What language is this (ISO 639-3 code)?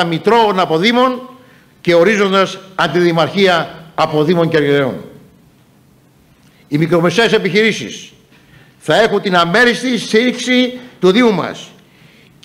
ell